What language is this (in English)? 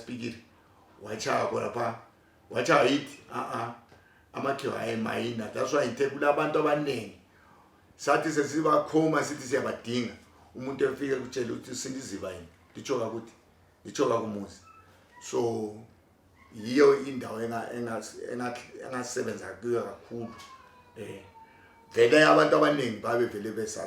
North Ndebele